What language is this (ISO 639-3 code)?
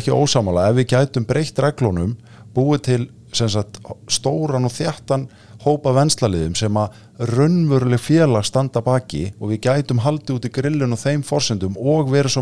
isl